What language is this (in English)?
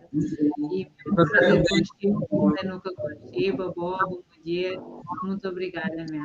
Kabuverdianu